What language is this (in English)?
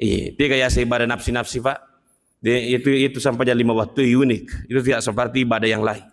Buginese